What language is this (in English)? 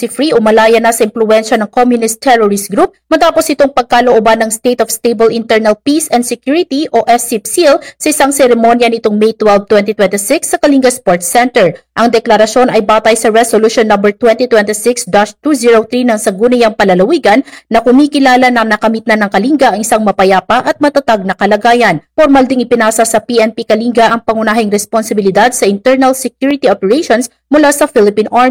Filipino